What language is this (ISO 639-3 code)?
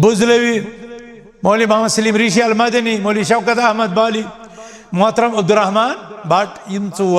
kas